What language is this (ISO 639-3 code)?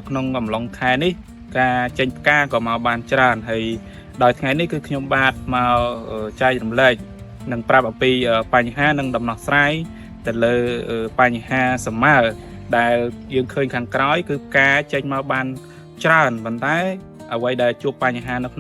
khm